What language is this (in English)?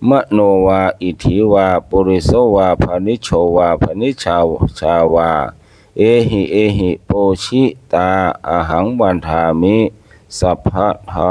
Pali